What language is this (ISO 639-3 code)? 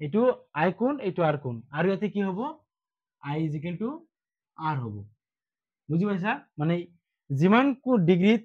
asm